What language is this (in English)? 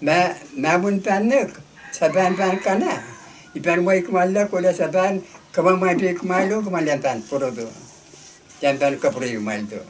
Pohnpeian